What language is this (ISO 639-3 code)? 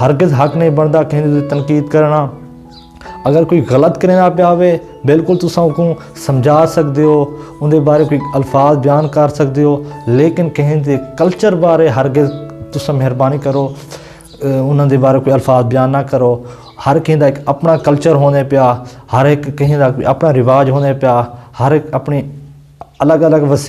skr